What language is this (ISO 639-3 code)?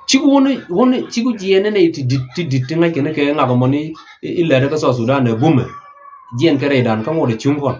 nus